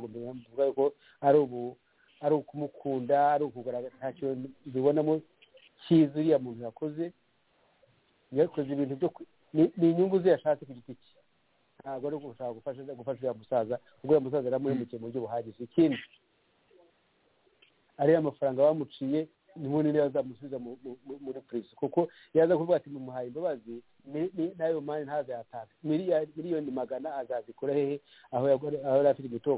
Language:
Kinyarwanda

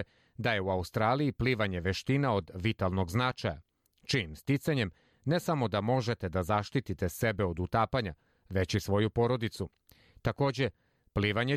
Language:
Serbian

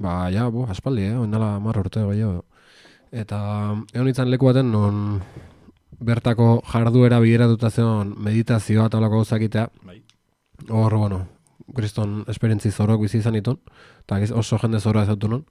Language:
Basque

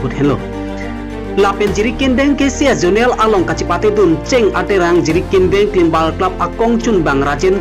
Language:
Karbi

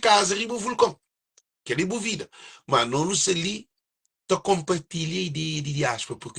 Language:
Kabuverdianu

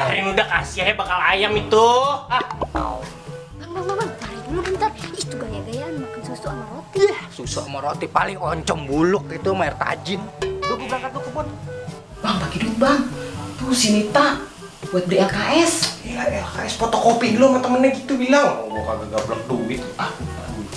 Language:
Betawi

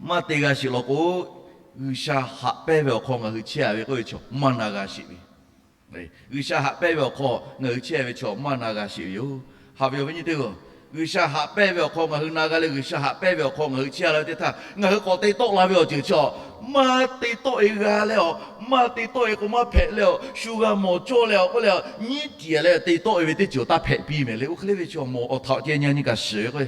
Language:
Lahu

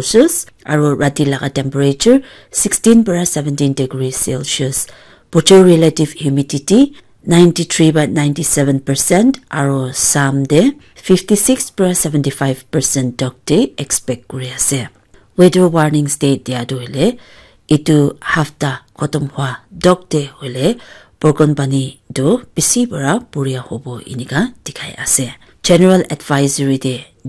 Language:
Naga Pidgin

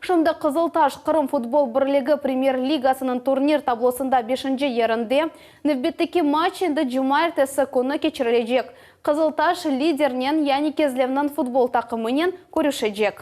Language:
Crimean Tatar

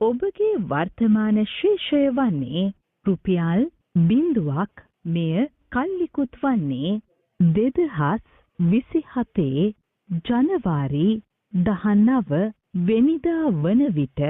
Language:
Sinhala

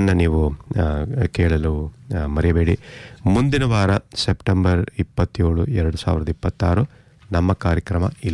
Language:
Kannada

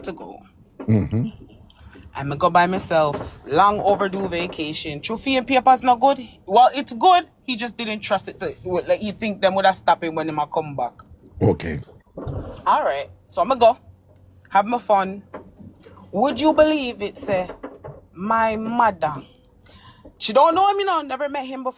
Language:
Jamaican Creole English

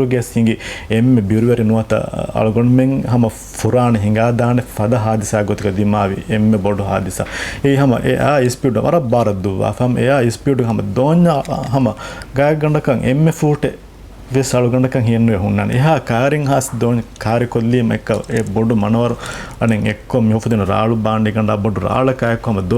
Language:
Divehi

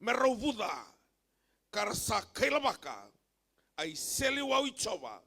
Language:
Fijian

